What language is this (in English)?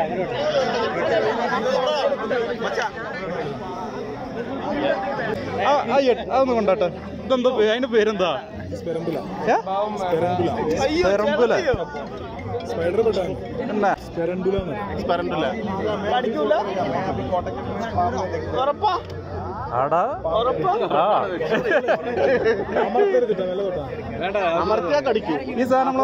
Malayalam